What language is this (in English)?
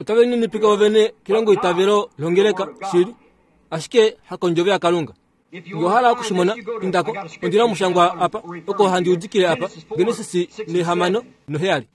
Kuanyama